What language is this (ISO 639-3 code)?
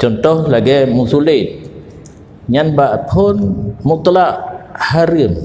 ace